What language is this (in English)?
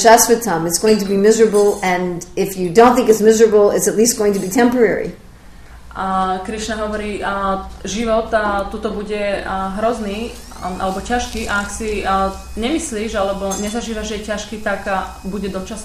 Slovak